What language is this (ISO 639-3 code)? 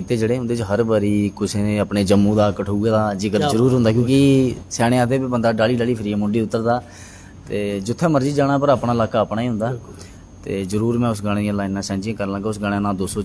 doi